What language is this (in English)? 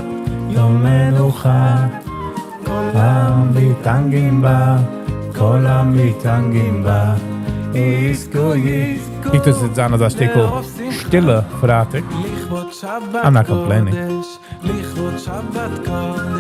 Yiddish